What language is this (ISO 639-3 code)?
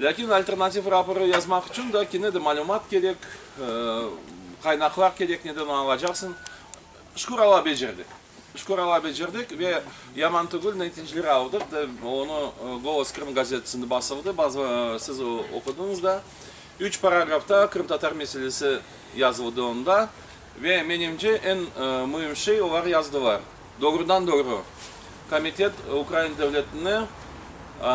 crh